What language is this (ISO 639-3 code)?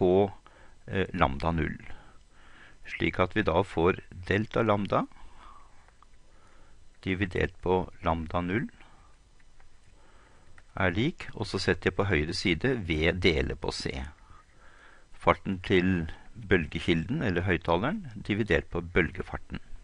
nor